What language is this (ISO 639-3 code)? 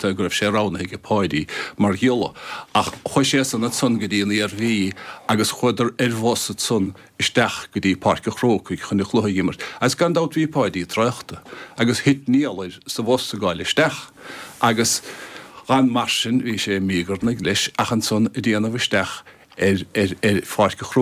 gle